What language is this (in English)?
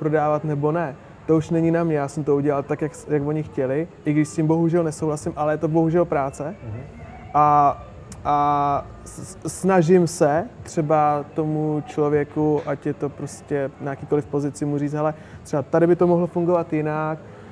Czech